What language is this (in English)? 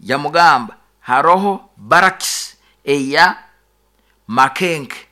Nyoro